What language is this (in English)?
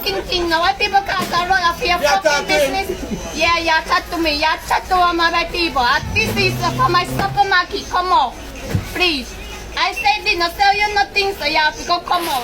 Jamaican Creole English